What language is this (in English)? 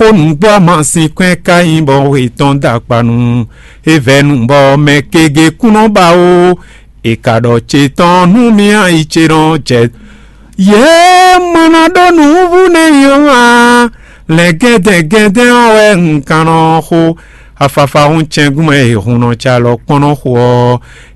Fon